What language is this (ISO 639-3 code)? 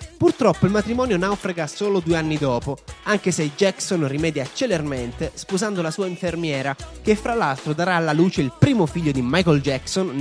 ita